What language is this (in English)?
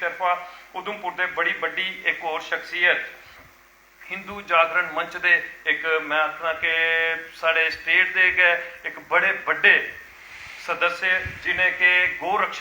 Dogri